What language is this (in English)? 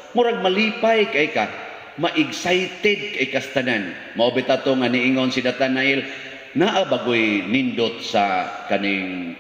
Cebuano